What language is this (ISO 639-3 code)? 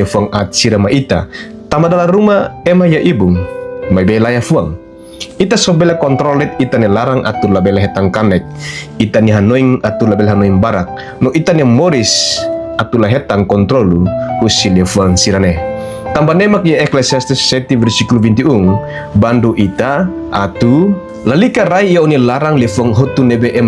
tet